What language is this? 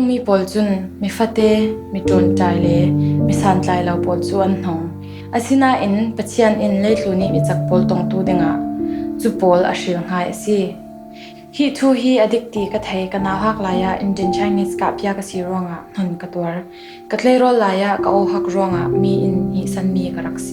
Falam Chin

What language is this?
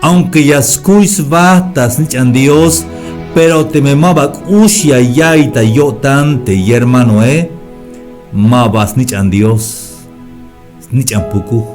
Tzeltal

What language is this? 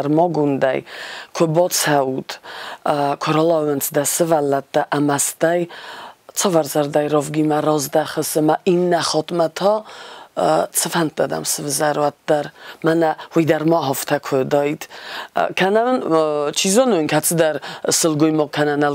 Ossetic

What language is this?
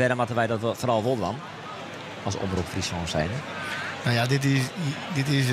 Western Frisian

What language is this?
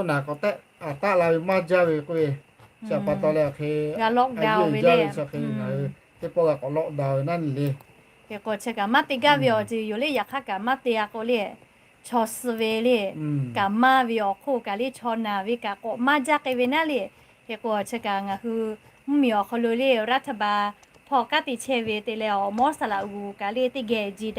Lahu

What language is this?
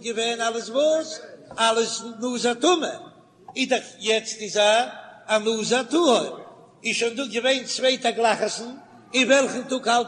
Yiddish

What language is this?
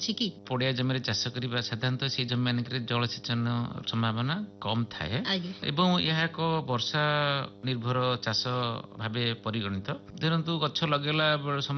Odia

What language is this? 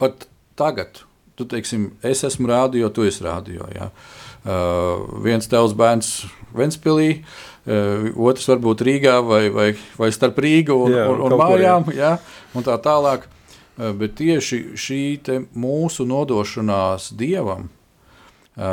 Latvian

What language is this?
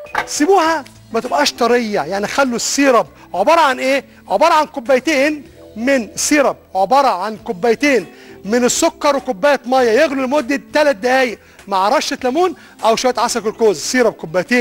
Egyptian Arabic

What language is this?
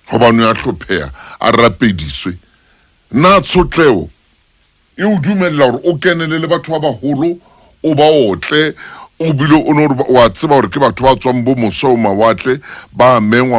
Southern Sotho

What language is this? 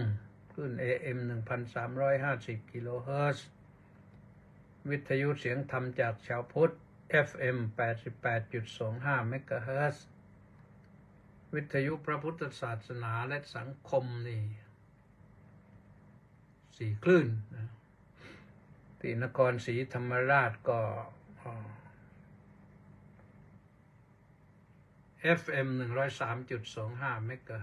Thai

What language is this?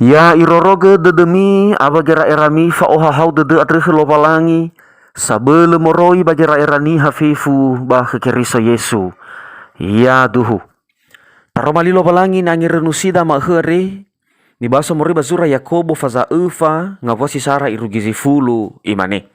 Nias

